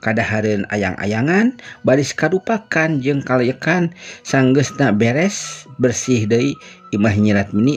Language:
Sundanese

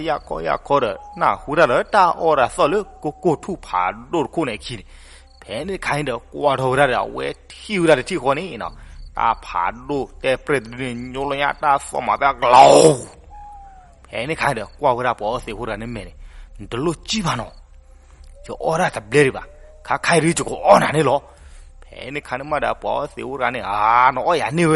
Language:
S'gaw Karen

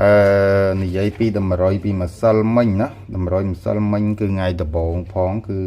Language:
Khmer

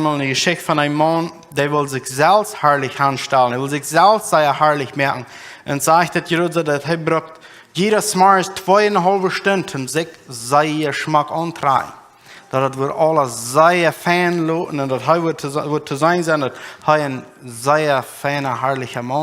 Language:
Plautdietsch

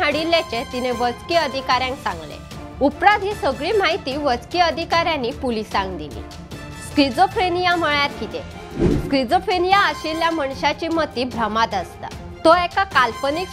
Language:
Konkani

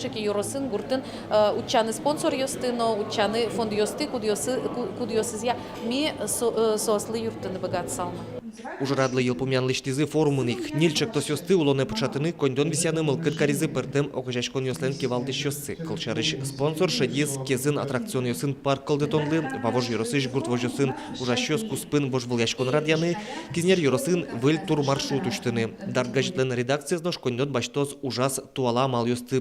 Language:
Udmurt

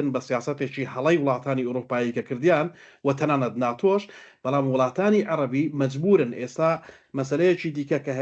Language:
Central Kurdish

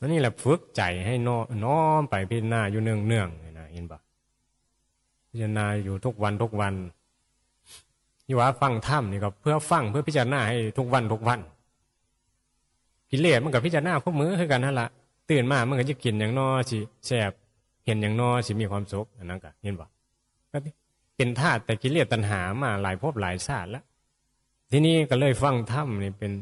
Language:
Northeastern Thai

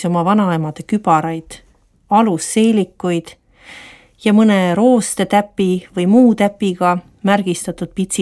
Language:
Estonian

